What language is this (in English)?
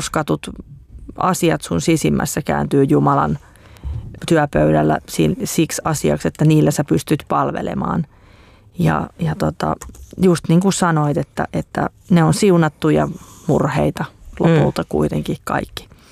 Finnish